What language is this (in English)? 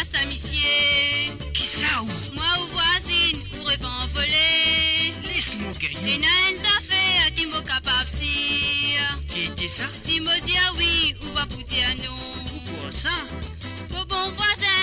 Morisyen